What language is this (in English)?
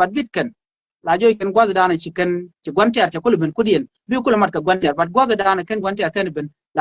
Nuer